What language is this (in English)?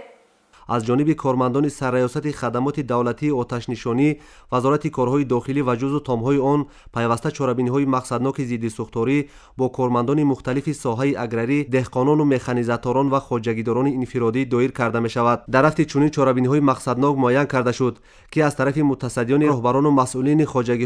Tajik